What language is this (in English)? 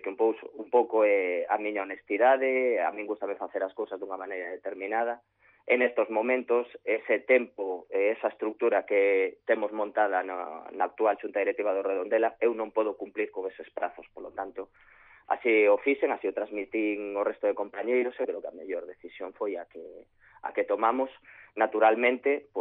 Galician